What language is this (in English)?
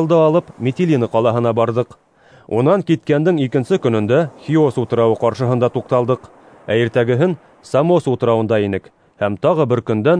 Bashkir